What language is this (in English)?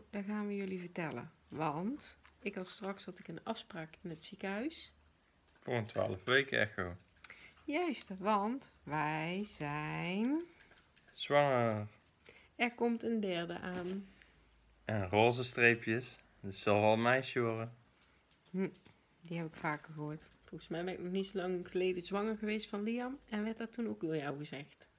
Dutch